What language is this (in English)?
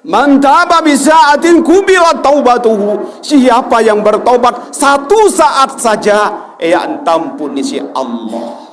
Sasak